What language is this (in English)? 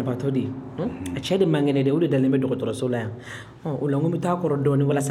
Bambara